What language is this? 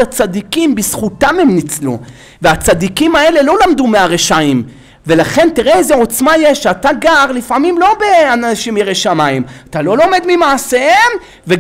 Hebrew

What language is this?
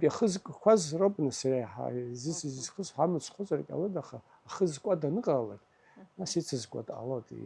Abkhazian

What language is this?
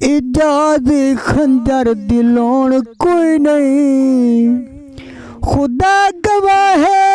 Saraiki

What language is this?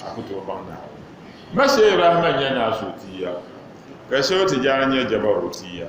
Dagbani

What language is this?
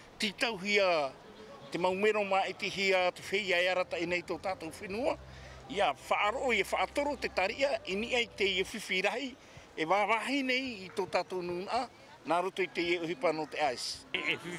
Tahitian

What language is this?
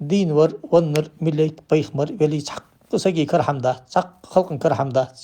Ingush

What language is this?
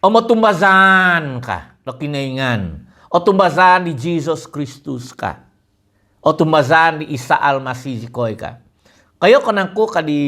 Central Dusun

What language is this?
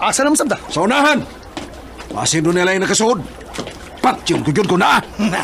Cebuano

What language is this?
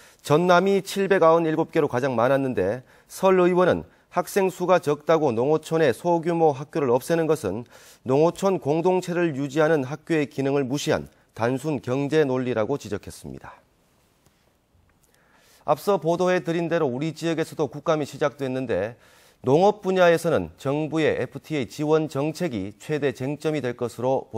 Korean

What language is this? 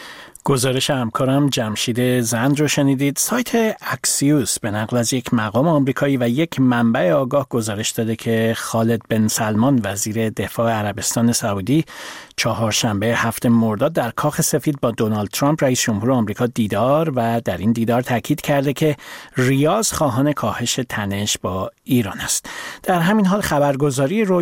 Persian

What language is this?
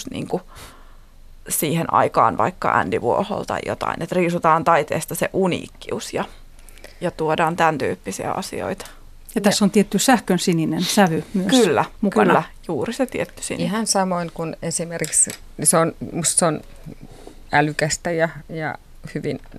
Finnish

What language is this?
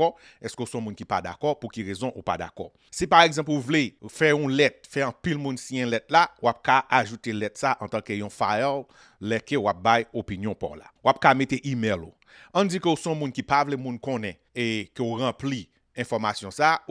Haitian Creole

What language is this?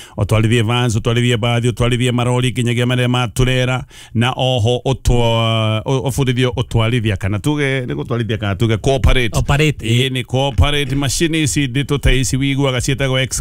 Kikuyu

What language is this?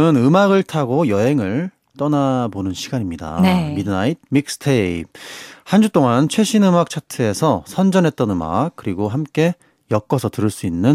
Korean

